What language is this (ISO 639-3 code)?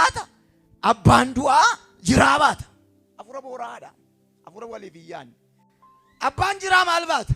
orm